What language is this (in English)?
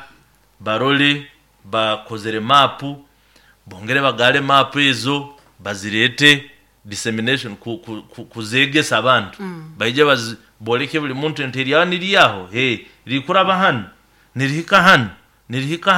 Nyoro